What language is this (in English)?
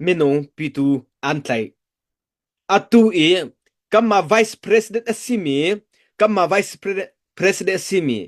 Hakha Chin